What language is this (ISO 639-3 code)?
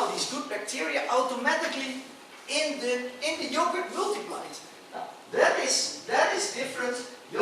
nyn